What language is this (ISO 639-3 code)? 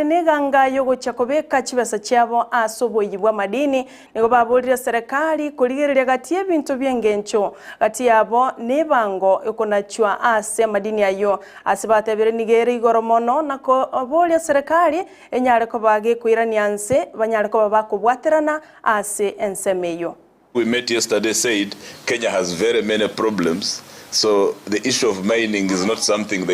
guz